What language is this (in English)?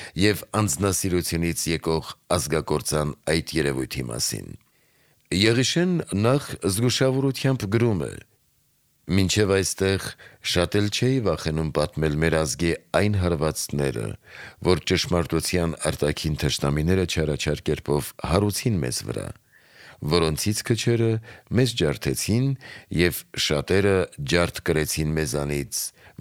Armenian